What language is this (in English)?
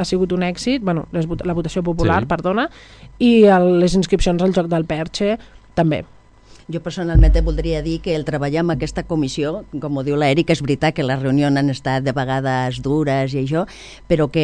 Catalan